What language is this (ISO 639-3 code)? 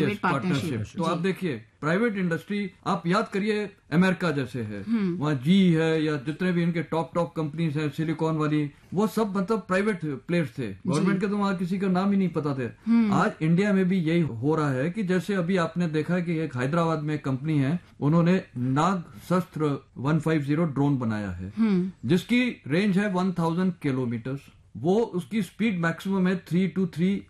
hin